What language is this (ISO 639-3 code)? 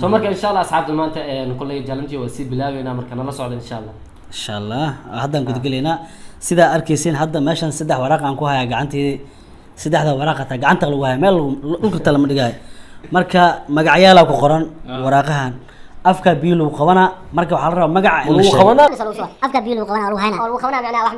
som